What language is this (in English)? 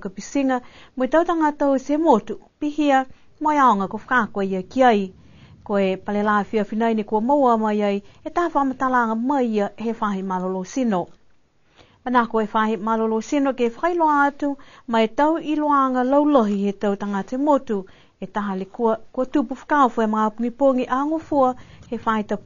Niuean